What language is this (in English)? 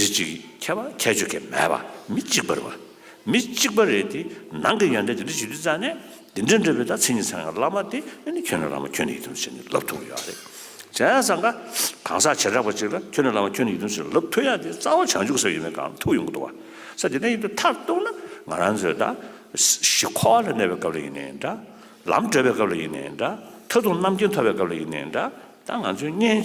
Tibetan